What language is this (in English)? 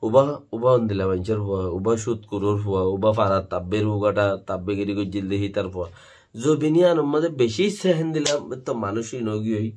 Rohingya